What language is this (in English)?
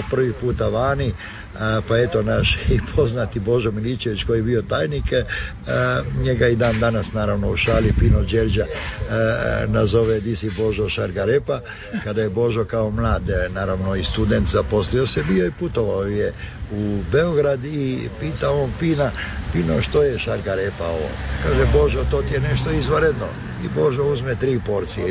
Croatian